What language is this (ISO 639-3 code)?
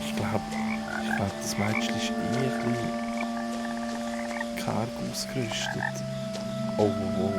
gsw